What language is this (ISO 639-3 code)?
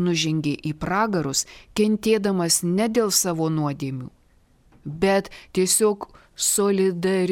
lit